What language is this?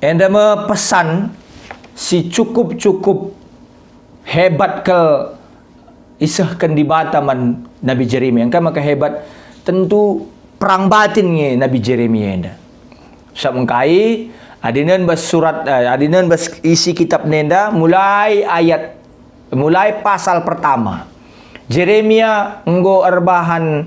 Batak Karo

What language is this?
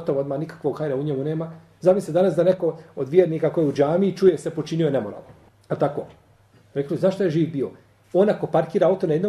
Bosnian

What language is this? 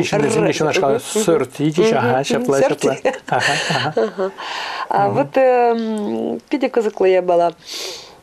Chuvash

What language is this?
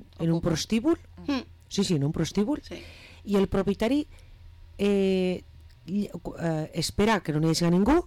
Catalan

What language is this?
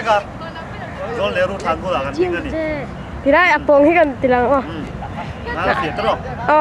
Mizo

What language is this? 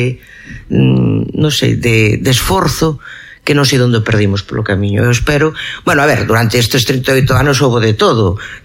Galician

